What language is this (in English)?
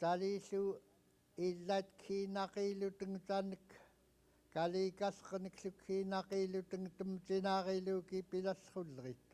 Central Yupik